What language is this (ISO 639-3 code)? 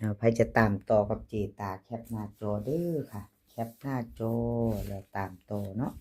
lao